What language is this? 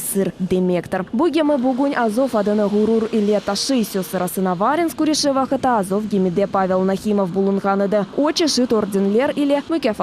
Crimean Tatar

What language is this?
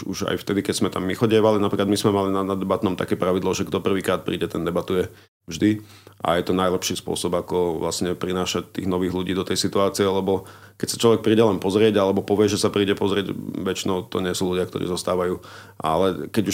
Slovak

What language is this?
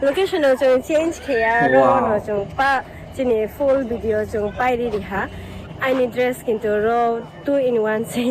Kok Borok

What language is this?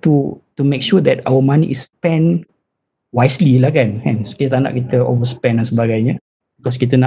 Malay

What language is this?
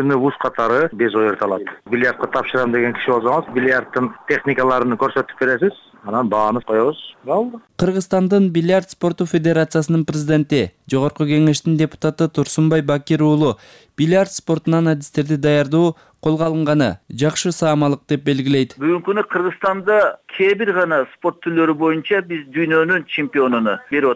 Kyrgyz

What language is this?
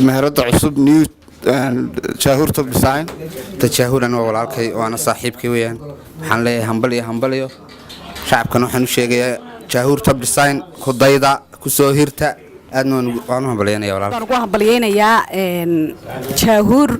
Somali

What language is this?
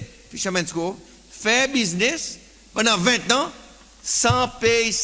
Seselwa Creole French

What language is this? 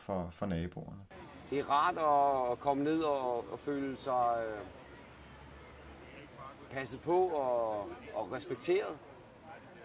Danish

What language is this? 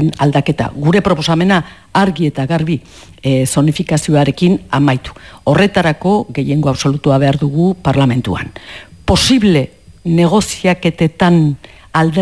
Basque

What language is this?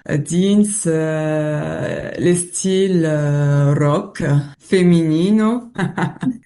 Occitan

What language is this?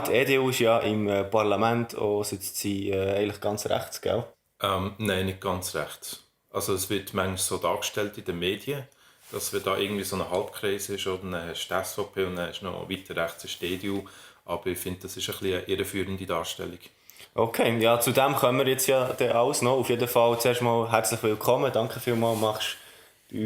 Swiss German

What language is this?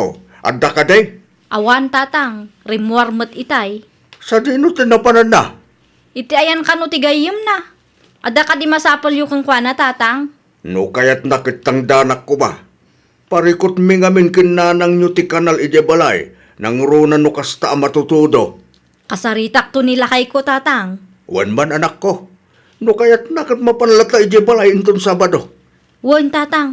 Iloko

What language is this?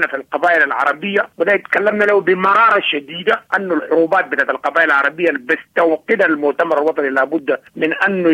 Sudanese Arabic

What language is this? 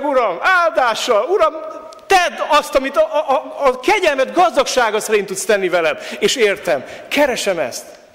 Hungarian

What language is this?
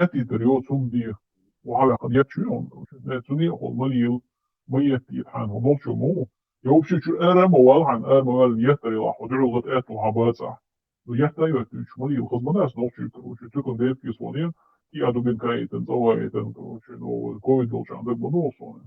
Chechen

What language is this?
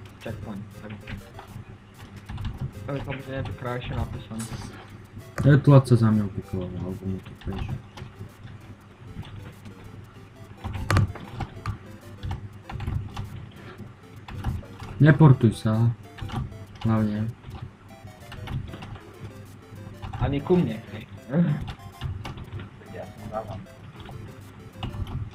Slovak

